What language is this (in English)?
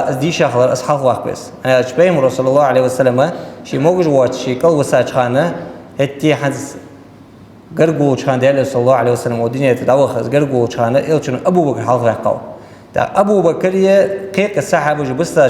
Ingush